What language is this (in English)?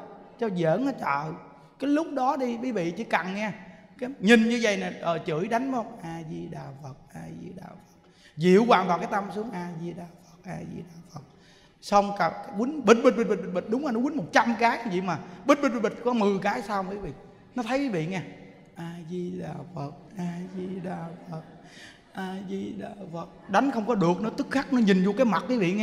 Vietnamese